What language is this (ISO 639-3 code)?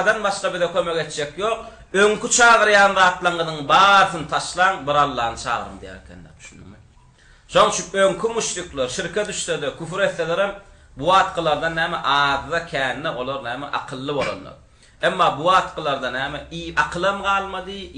tuk